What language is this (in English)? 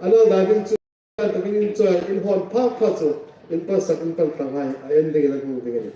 Hmar